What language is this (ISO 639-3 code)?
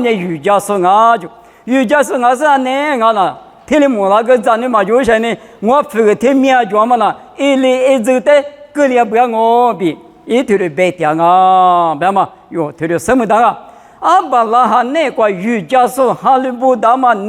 lis